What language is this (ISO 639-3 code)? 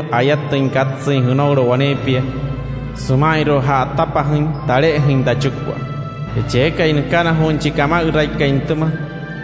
guc